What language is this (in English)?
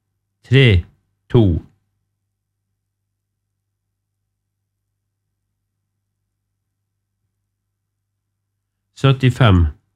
Norwegian